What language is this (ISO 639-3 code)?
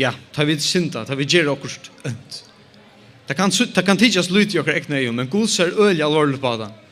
fao